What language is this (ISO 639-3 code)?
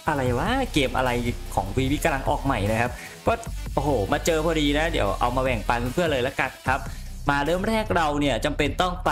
tha